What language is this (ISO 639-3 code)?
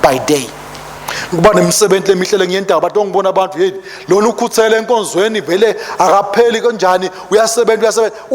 ssw